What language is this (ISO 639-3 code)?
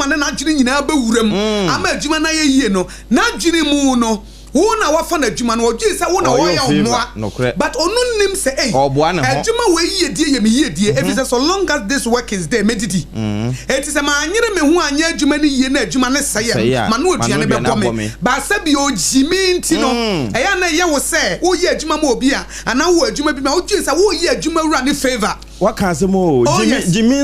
aka